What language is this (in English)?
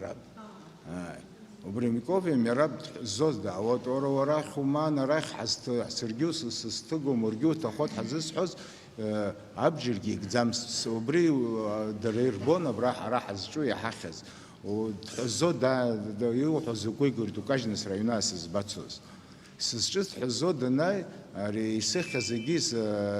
Abkhazian